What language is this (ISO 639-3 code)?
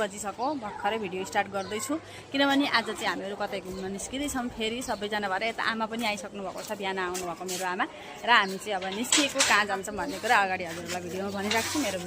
nep